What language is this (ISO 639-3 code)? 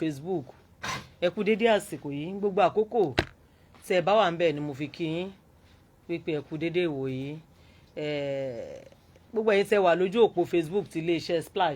yor